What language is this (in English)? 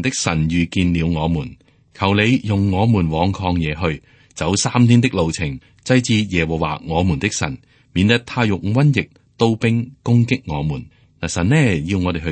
Cantonese